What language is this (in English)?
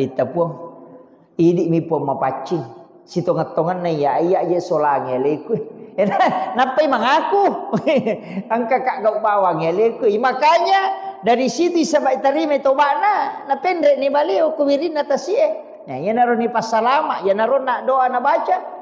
Buginese